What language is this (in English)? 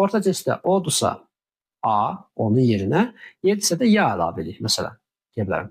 Azerbaijani